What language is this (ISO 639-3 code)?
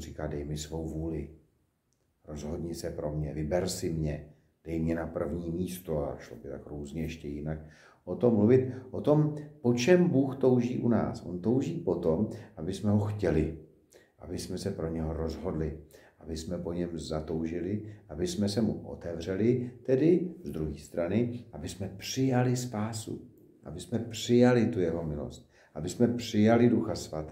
ces